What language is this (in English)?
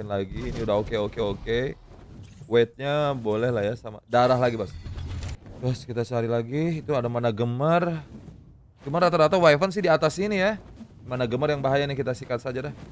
Indonesian